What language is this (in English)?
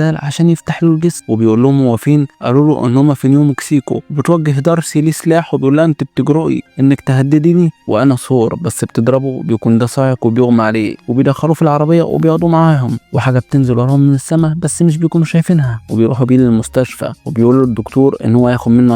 Egyptian Arabic